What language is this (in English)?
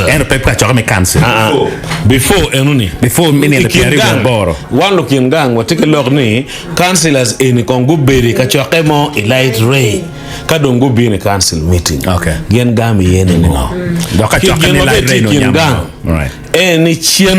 Acoli